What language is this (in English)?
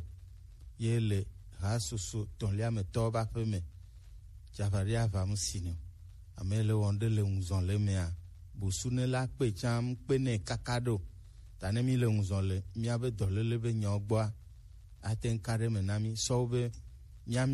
Gen